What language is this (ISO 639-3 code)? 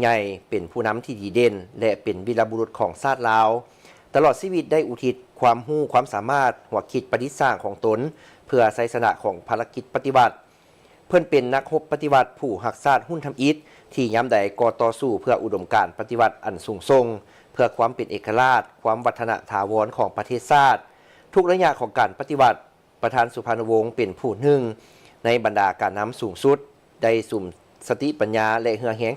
lao